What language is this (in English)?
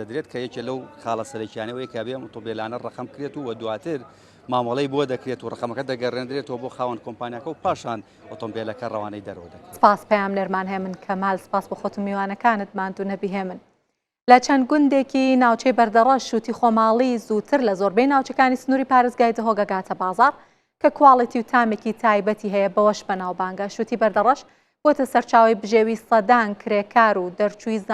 Central Kurdish